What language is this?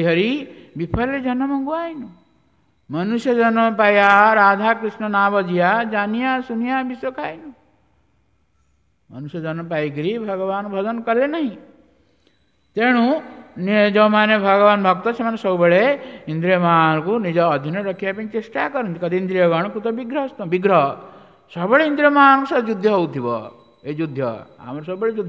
Odia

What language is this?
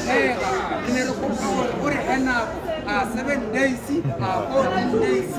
Tswana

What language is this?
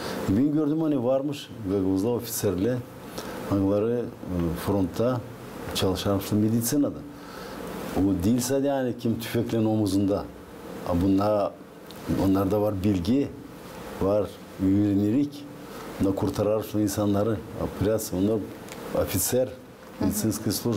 Gagauz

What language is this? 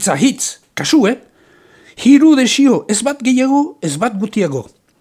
Basque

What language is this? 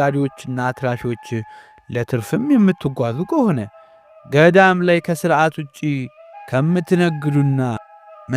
Amharic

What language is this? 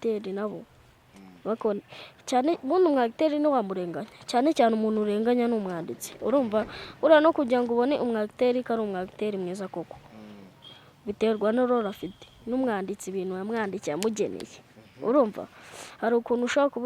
Kinyarwanda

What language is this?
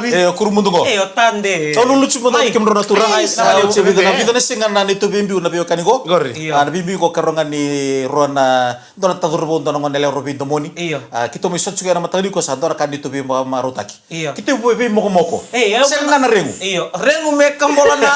Fijian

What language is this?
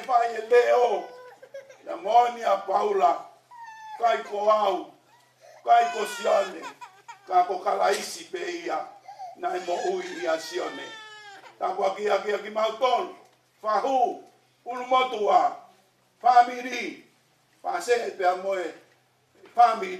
Tongan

